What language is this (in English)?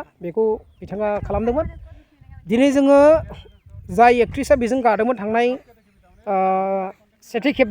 Bodo